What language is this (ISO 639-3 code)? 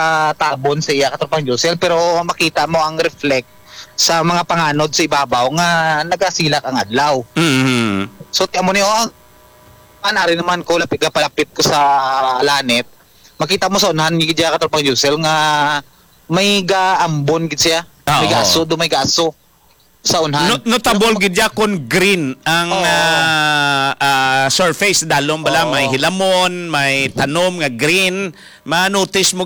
hil